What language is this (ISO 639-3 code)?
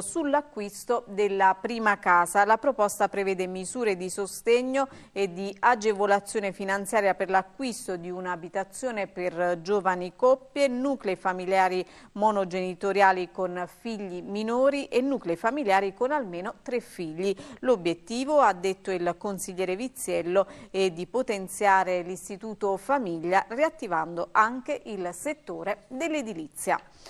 ita